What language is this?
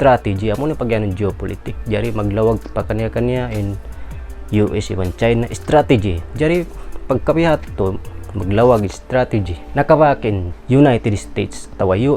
Tausug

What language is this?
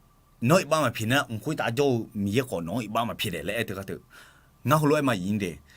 Akha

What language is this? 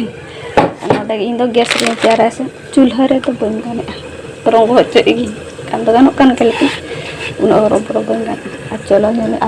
Santali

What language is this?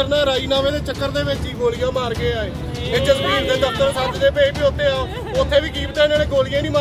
Punjabi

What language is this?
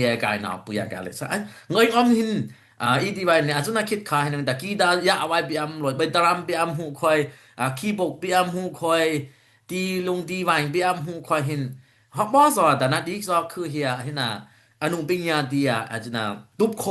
Dimasa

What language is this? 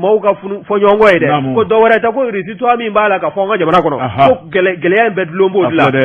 Bambara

